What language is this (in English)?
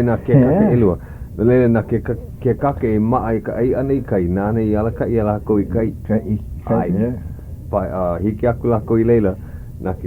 Hawaiian